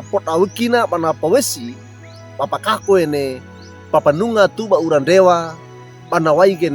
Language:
Wejewa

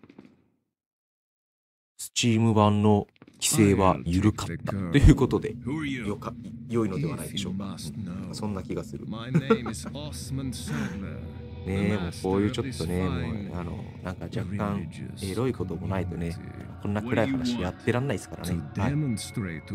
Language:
Japanese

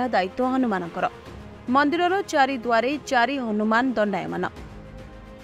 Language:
Odia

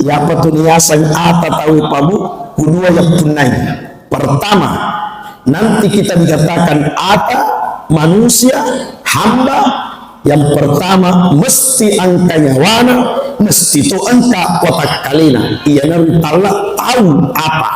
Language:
Buginese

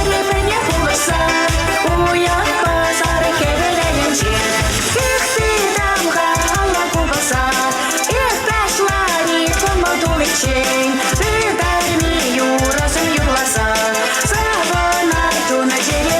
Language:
Chuvash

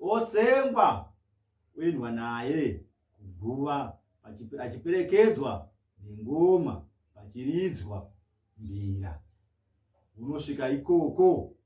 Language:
Shona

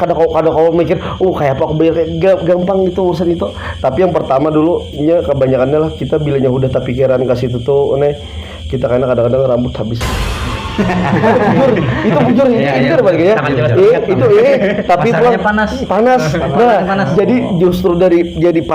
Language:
Banjar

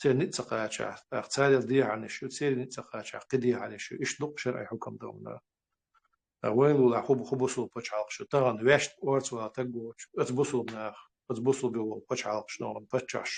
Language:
Chechen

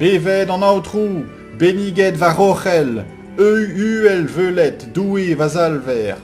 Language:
Breton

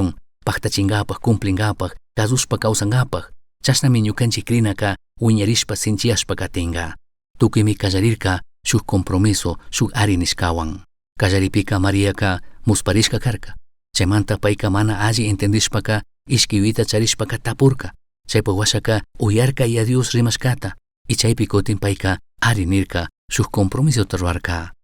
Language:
Chimborazo Highland Quichua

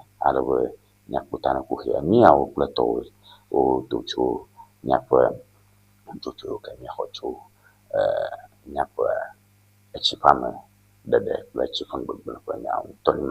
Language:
Ewe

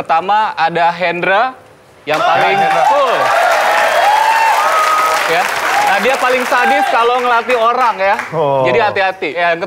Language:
Indonesian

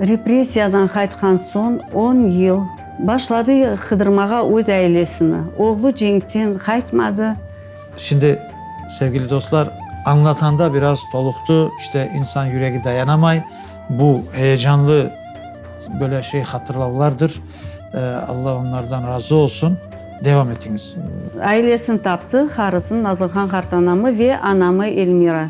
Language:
Crimean Tatar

